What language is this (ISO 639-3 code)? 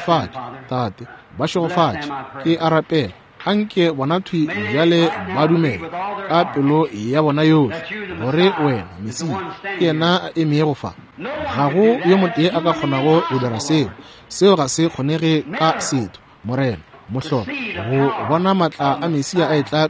nso